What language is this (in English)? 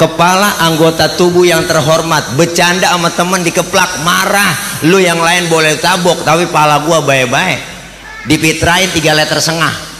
Betawi